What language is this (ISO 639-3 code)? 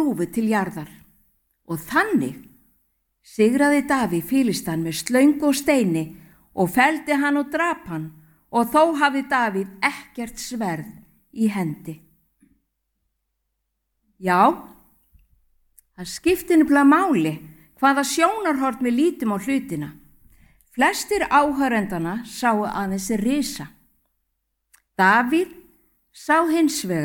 isl